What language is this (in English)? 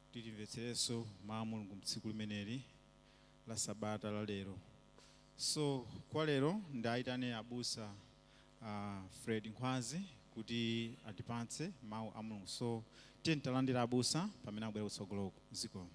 Nyanja